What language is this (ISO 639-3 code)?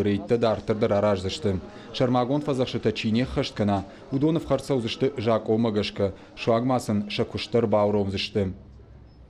oss